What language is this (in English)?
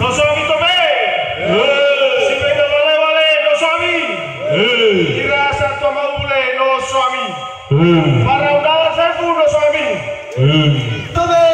Nias